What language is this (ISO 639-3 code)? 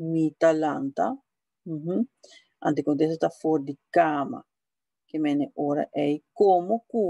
pap